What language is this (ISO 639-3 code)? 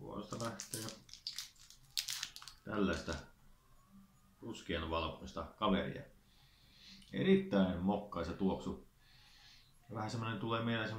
fin